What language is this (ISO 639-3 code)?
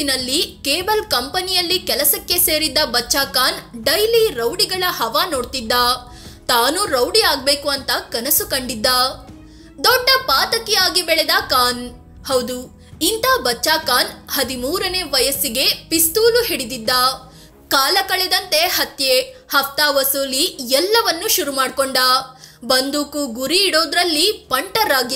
kan